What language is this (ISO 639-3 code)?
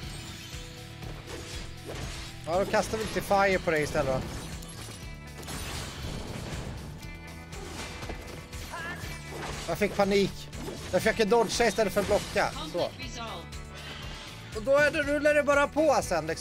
swe